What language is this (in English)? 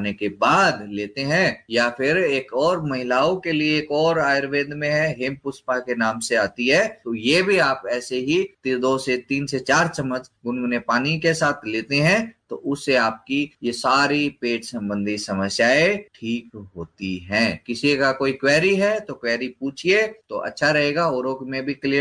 Hindi